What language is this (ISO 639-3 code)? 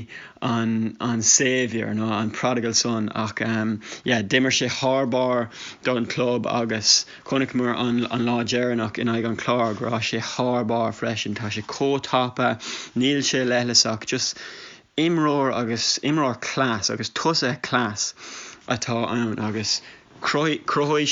gle